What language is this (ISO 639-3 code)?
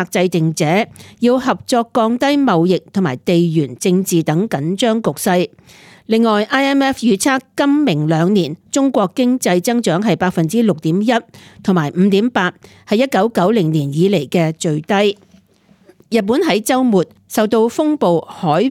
yue